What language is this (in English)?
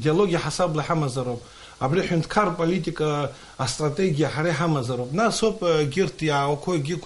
Abkhazian